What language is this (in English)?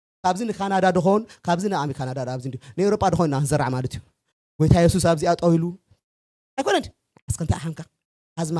Tigrinya